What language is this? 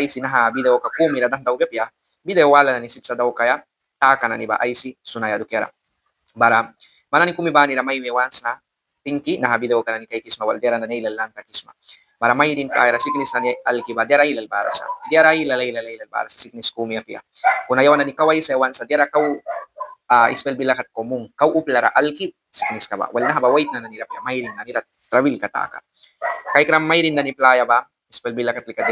Mískito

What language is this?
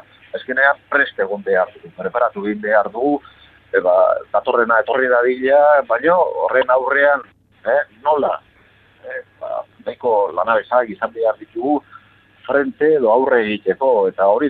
Basque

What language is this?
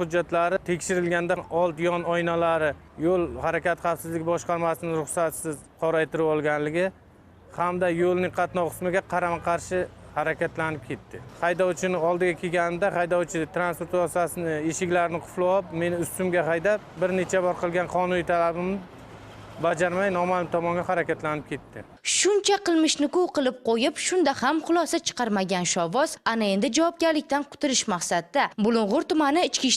Uzbek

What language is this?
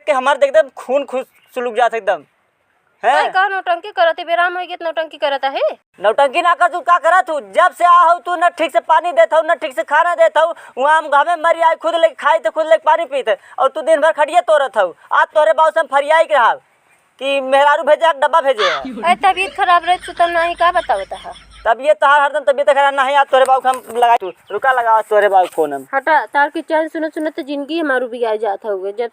Awadhi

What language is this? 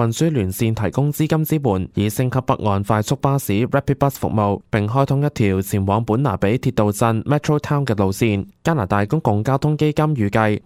Cantonese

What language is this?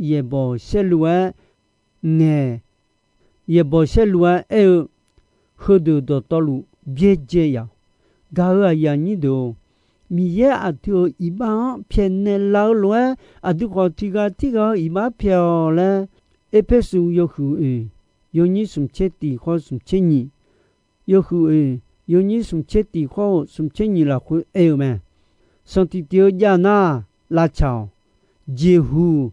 Akha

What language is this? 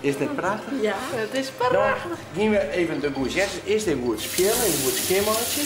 Western Frisian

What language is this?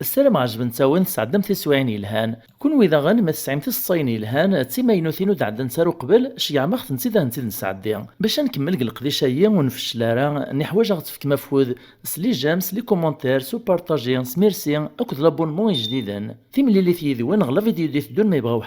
Kabyle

